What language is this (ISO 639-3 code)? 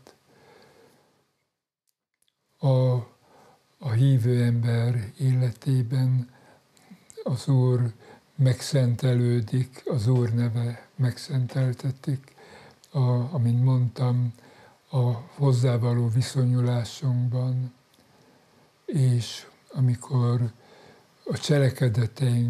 hun